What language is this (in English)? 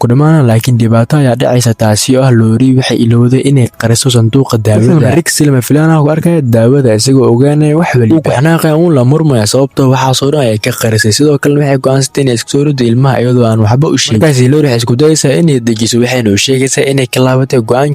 Somali